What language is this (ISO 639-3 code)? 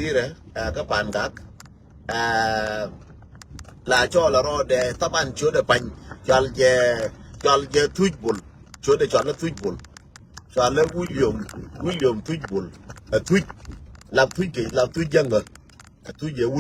nus